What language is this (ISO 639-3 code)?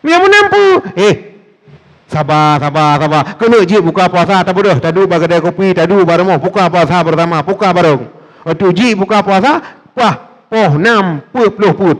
ace